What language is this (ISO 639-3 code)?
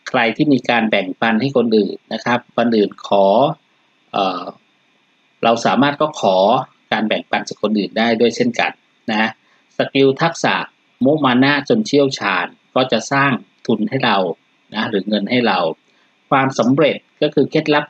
tha